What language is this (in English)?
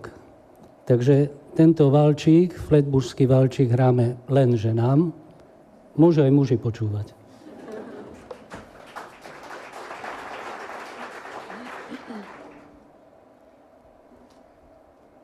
Slovak